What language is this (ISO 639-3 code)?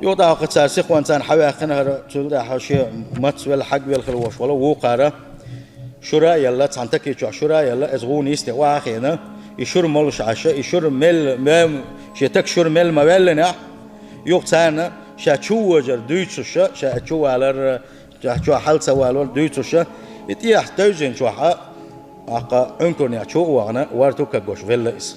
che